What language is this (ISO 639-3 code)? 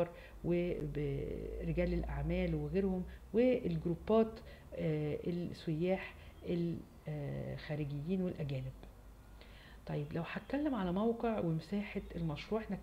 arz